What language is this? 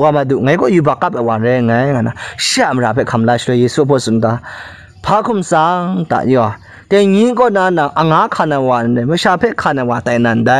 Kachin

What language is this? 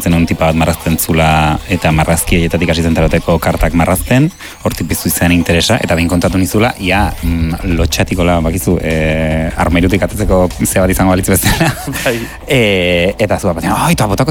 Basque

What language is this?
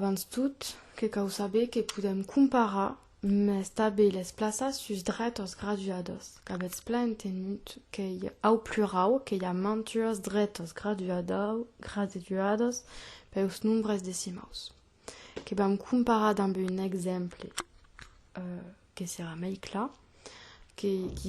Occitan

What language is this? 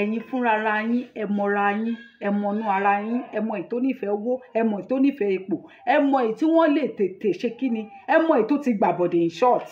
Yoruba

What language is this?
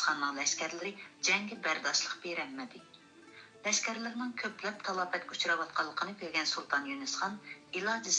Uyghur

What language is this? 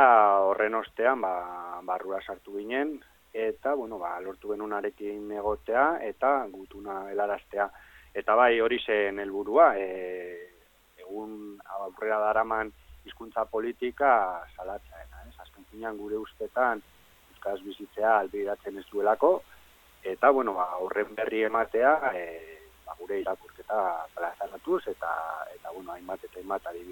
Basque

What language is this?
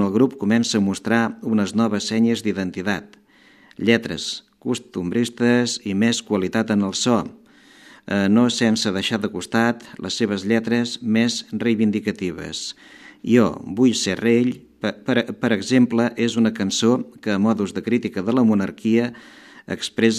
Catalan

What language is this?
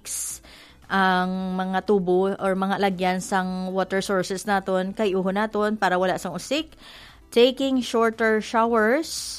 Hiligaynon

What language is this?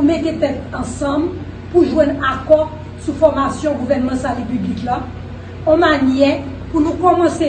Haitian Creole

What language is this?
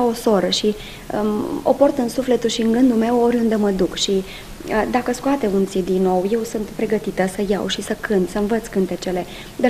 Romanian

